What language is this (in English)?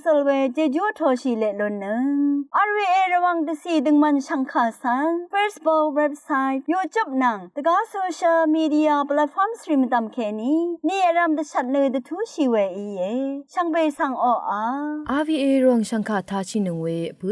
Rawang